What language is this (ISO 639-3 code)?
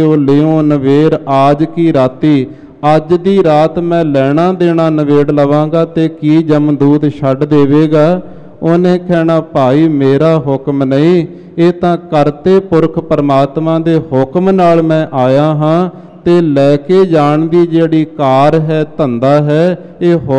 pan